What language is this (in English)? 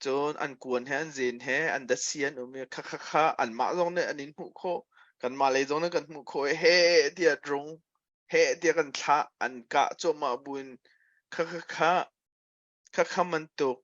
Hakha Chin